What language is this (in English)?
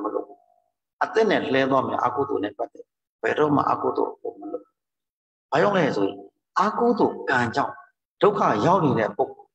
Burmese